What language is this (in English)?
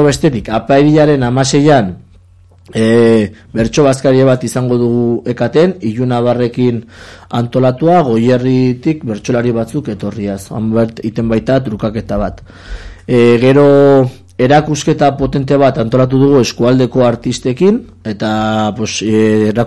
Basque